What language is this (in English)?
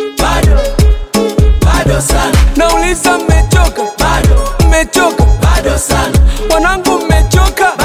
Swahili